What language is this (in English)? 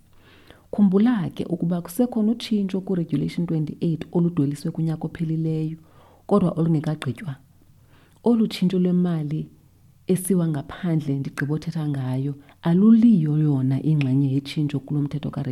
Xhosa